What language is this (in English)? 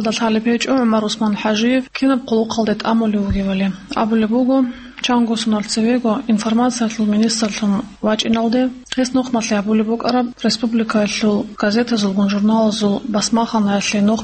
Avaric